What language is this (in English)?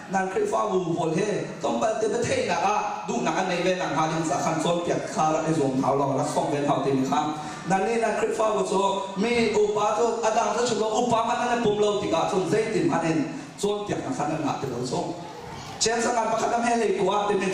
Hakha Chin